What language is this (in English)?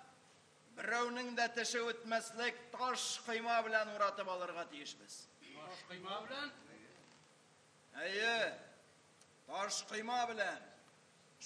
Tatar